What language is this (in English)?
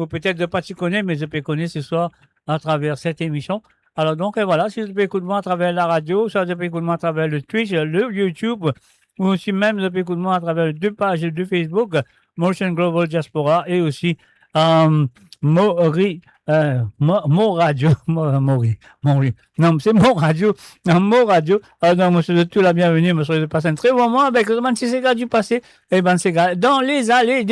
Morisyen